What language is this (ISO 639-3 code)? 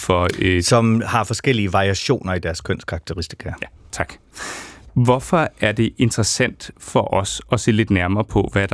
dan